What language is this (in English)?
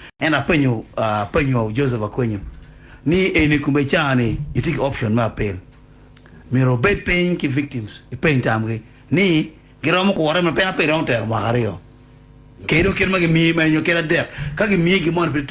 Acoli